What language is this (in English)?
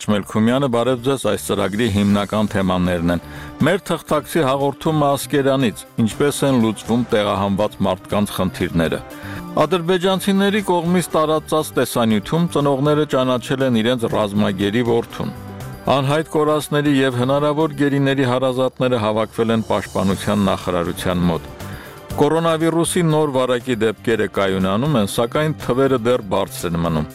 Armenian